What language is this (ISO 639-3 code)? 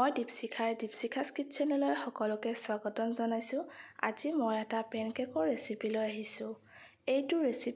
asm